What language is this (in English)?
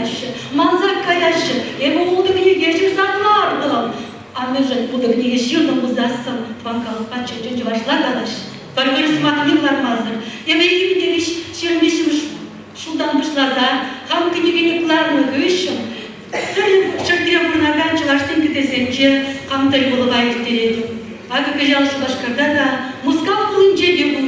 Chuvash